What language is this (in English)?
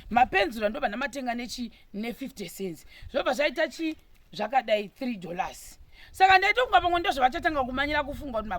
Shona